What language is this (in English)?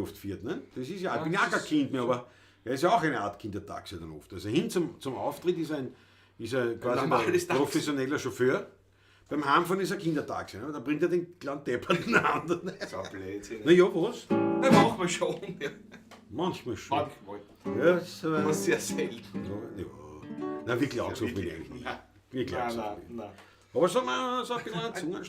Bavarian